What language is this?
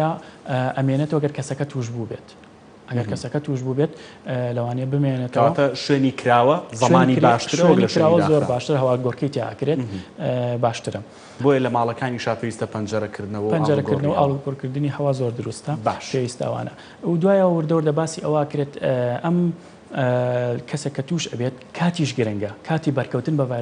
Central Kurdish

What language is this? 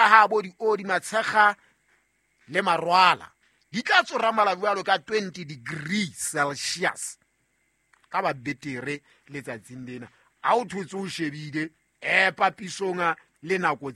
Southern Sotho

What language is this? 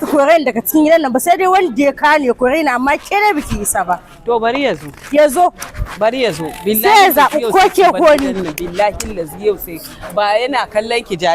Hausa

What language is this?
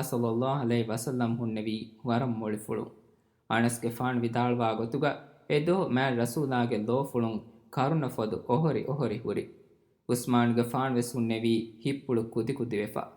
Divehi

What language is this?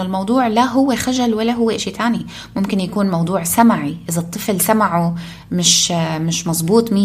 North Levantine Arabic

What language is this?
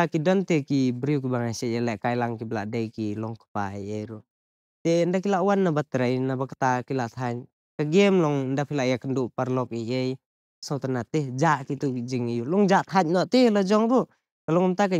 Khasi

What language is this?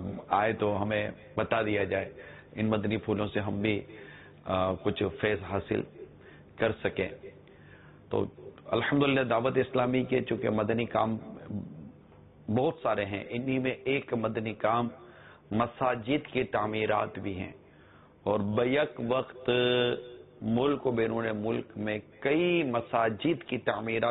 Urdu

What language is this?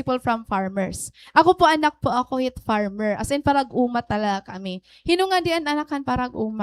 Waray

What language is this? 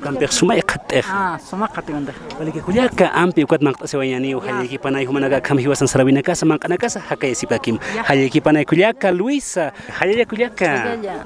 Aymara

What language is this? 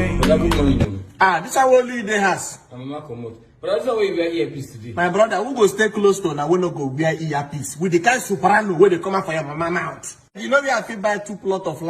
Nigerian Pidgin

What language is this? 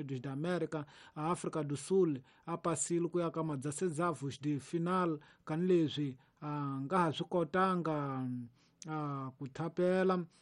Tsonga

